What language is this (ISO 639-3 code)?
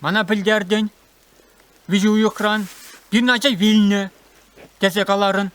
chv